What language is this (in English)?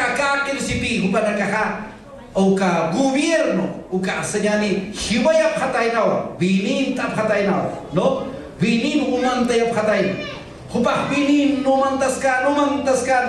Aymara